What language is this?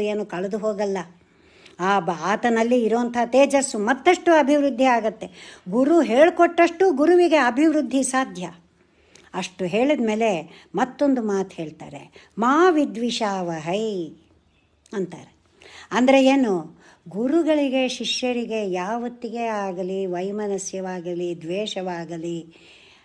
Kannada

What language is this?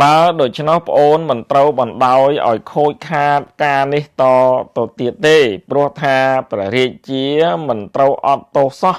Khmer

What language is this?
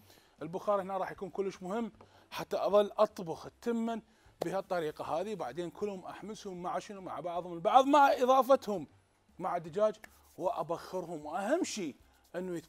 Mesopotamian Arabic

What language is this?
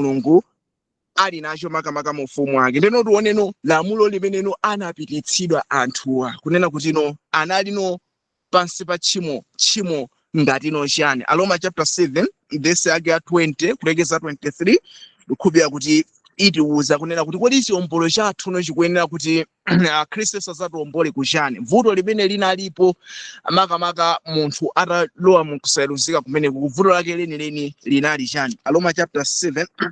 Nyanja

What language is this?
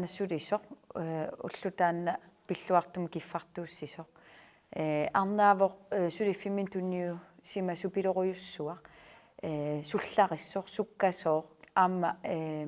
Kalaallisut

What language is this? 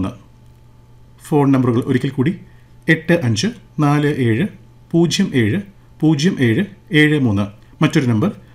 Malayalam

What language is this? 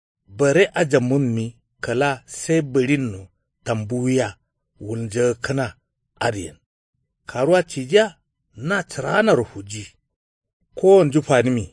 Kanuri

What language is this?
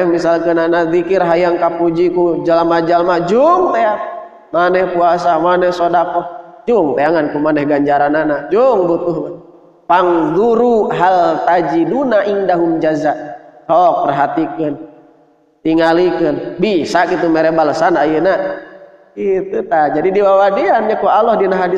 Sundanese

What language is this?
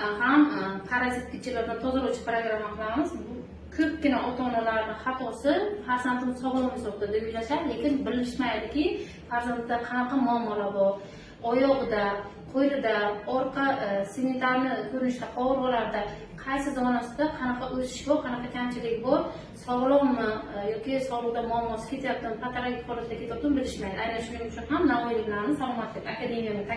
Uzbek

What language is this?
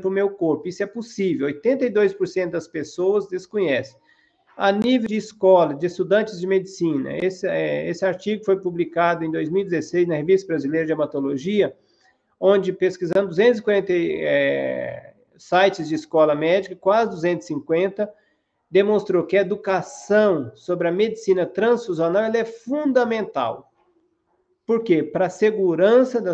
Portuguese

